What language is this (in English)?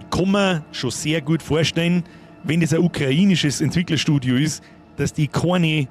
Bavarian